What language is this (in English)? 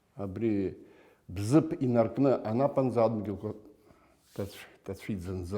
Abkhazian